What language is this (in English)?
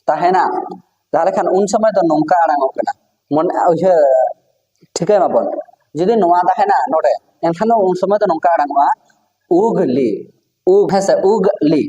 Santali